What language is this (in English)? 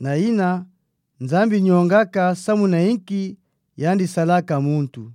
Kituba (Democratic Republic of Congo)